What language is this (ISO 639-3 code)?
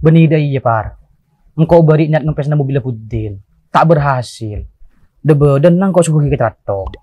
mad